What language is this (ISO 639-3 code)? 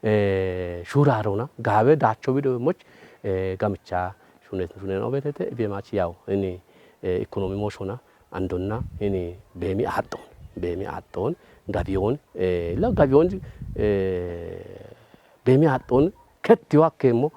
kbr